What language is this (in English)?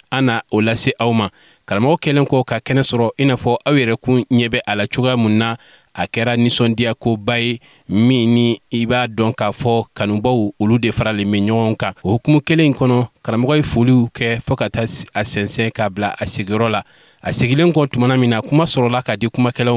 Bambara